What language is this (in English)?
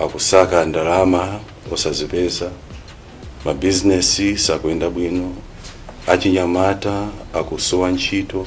Nyanja